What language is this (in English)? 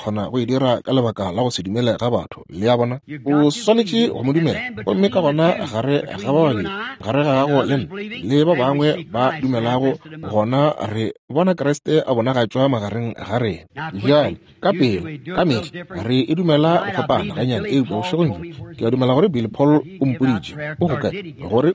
Northern Sotho